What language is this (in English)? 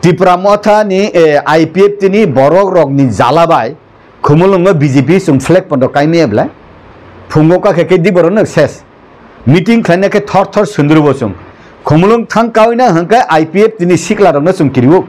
Kok Borok